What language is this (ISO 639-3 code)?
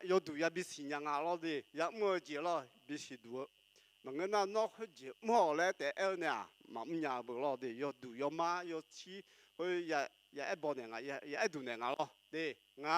ahk